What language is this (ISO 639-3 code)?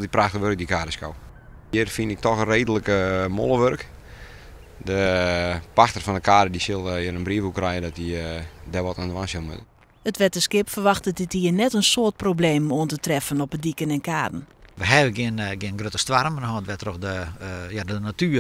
fry